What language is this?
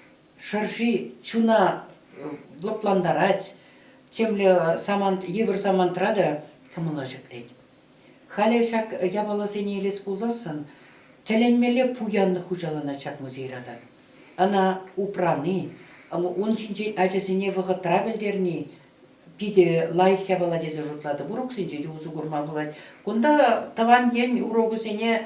Chuvash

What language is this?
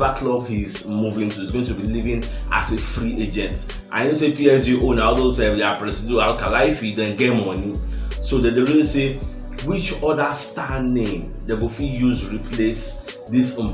Nigerian Pidgin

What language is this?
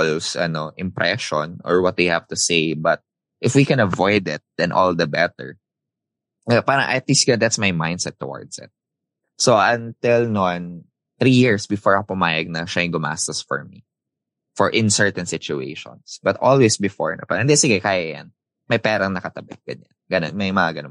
Filipino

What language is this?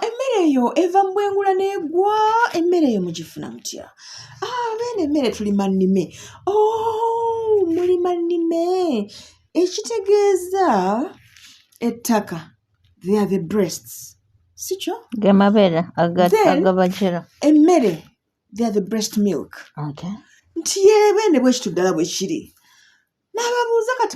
Ganda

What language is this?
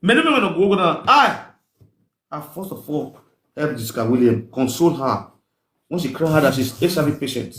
Nigerian Pidgin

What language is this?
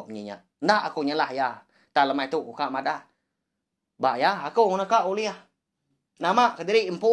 Iban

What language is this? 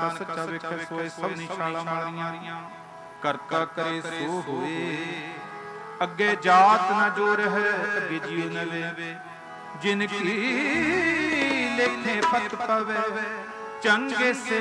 Punjabi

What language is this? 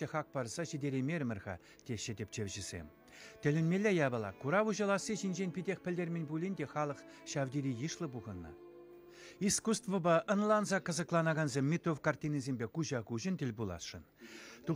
Chuvash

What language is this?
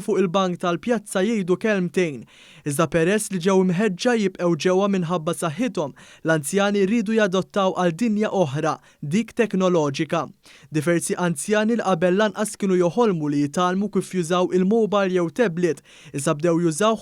Maltese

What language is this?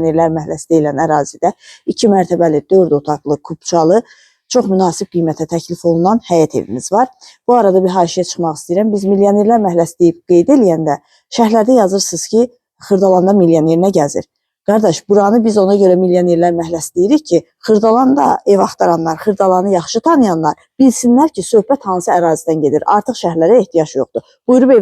Azerbaijani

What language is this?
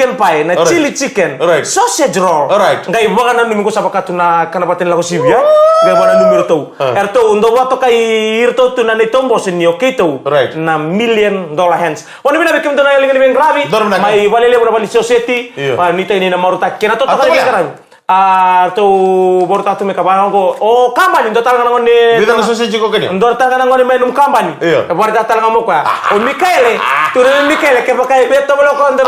Fijian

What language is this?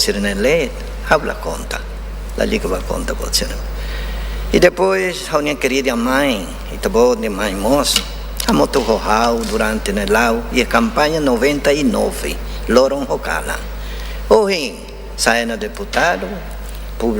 Tetum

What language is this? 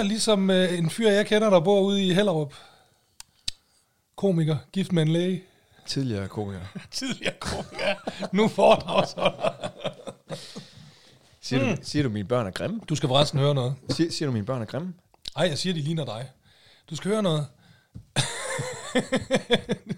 Danish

